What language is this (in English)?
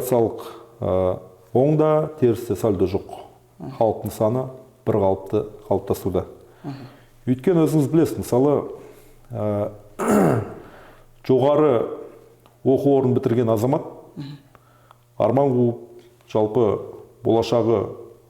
Kazakh